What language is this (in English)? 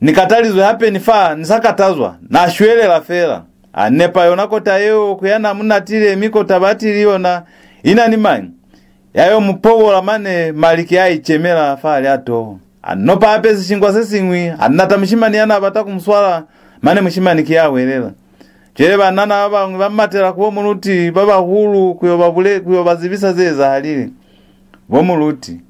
Lozi